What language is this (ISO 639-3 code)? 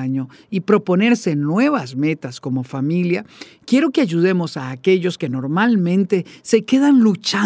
spa